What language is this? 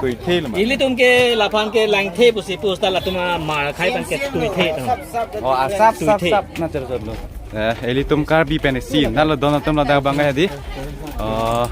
Karbi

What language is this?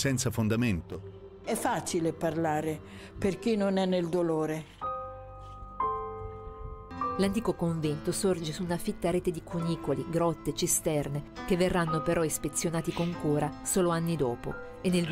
Italian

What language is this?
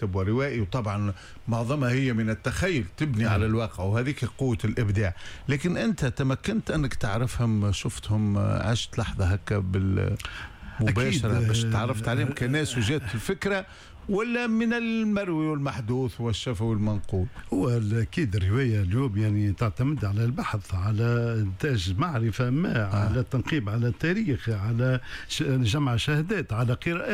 Tunisian Arabic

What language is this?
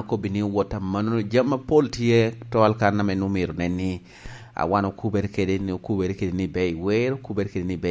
Lango (Uganda)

